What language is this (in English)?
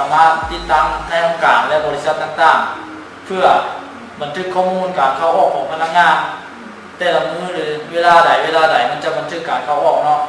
Lao